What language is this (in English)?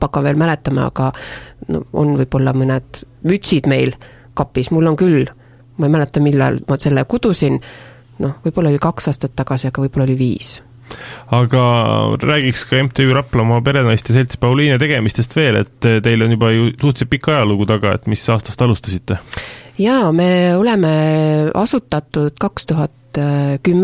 Estonian